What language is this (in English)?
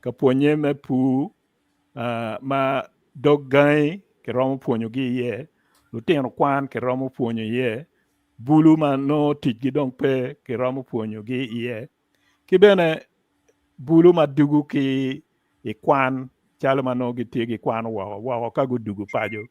Acoli